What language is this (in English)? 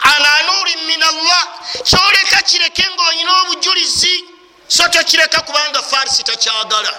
Ganda